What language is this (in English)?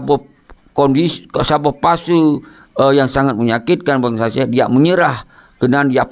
Achinese